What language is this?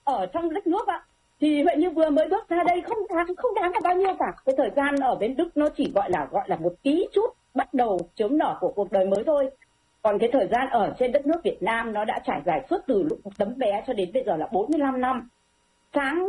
Vietnamese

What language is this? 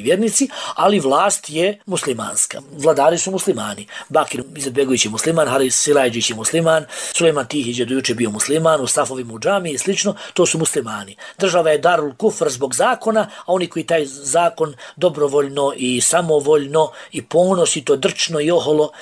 Bosnian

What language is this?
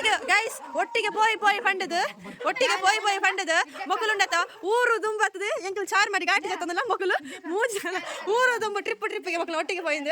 Tulu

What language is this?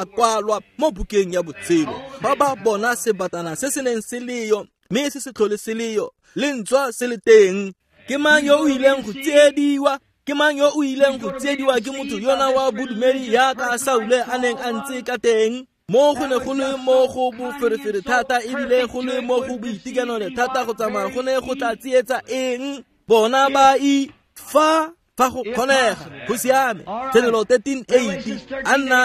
Tswana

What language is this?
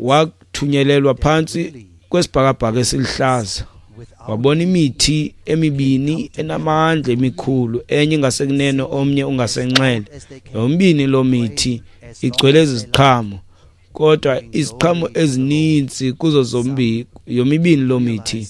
Xhosa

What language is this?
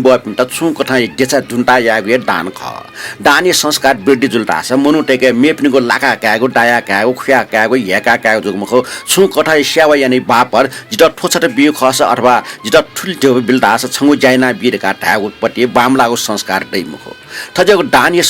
Newari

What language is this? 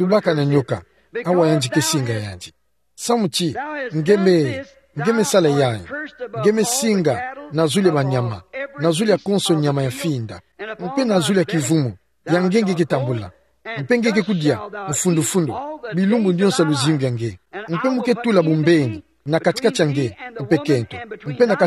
Kituba (Democratic Republic of Congo)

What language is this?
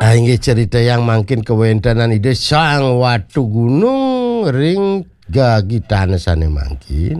Balinese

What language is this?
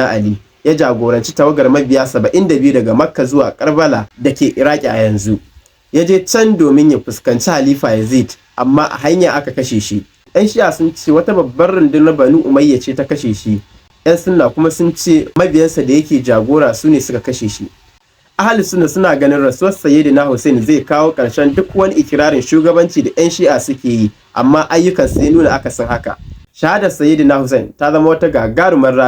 Hausa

